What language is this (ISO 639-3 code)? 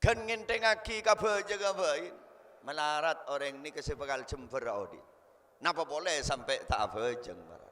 mad